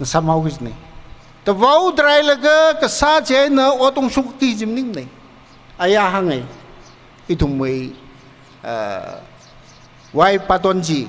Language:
Tangkhul Naga (India)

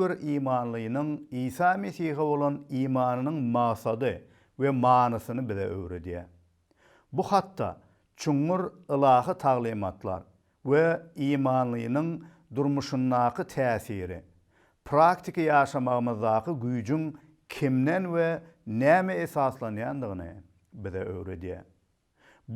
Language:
Turkmen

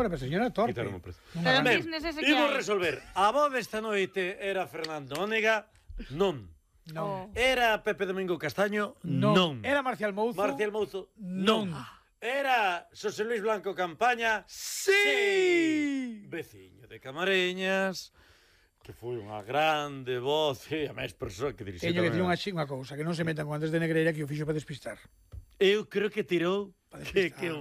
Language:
Galician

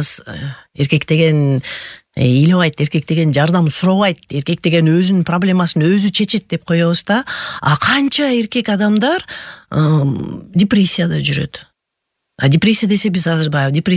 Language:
Kyrgyz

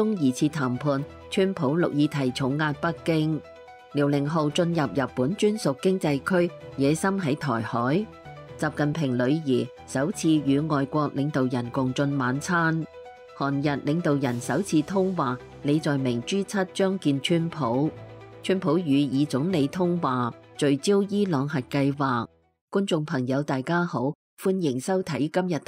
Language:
Cantonese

